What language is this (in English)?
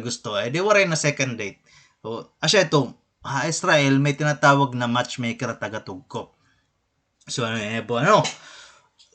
Waray